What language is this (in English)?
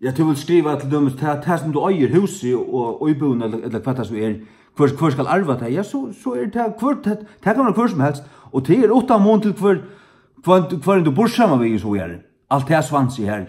Faroese